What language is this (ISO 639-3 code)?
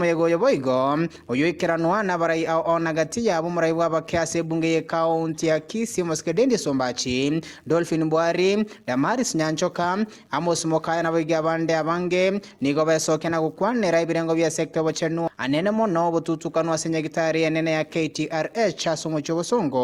guz